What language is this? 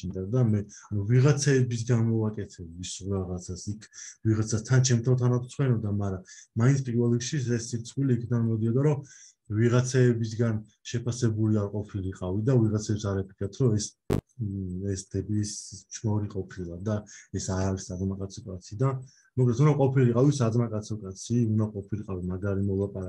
Georgian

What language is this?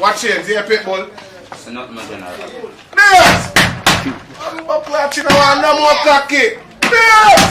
Jamaican Creole English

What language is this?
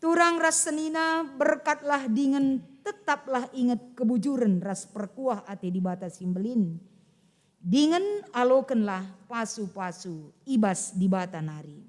Batak Karo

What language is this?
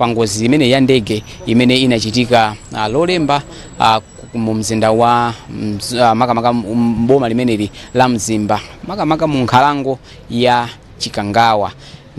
Nyanja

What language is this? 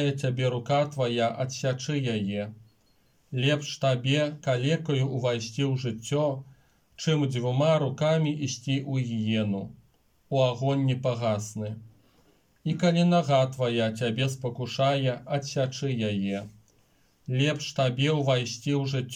Belarusian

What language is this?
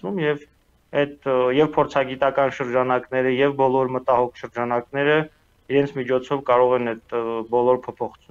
Armenian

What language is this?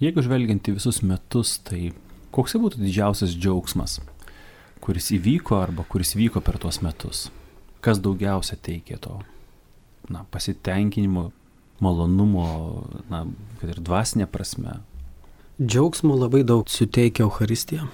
Lithuanian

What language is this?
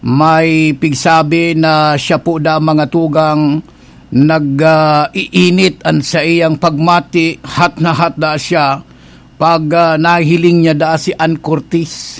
Bikol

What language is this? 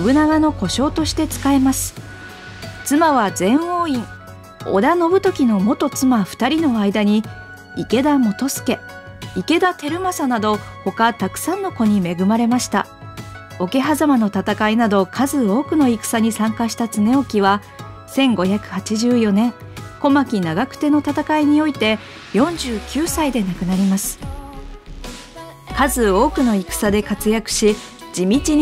Japanese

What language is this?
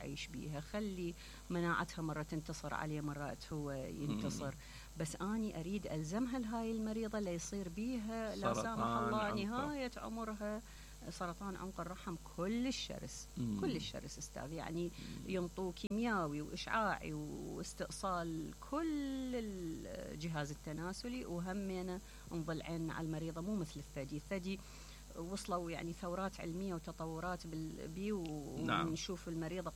Mesopotamian Arabic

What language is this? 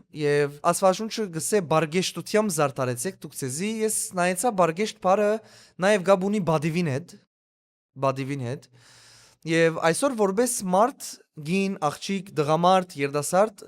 Western Armenian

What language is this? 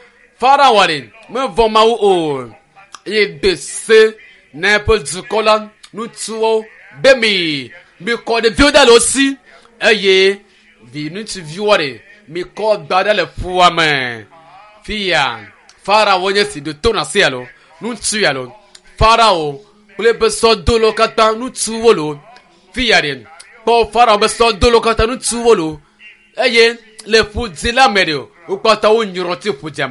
Ewe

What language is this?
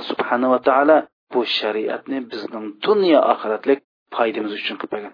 Uyghur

